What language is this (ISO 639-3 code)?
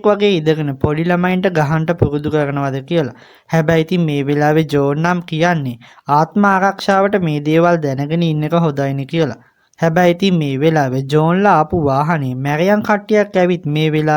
sin